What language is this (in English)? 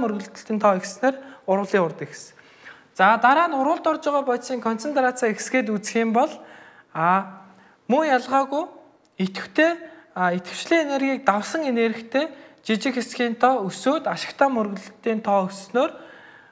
Mongolian